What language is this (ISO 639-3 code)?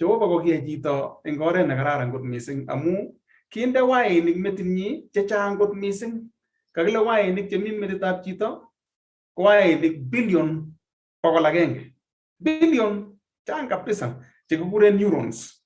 kln